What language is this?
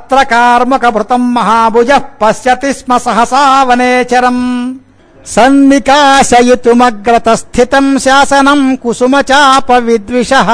Sanskrit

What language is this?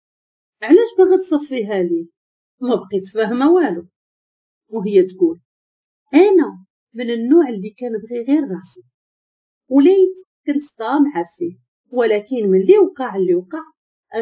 Moroccan Arabic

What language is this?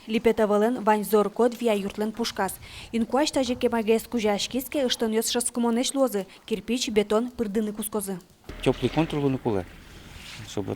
Udmurt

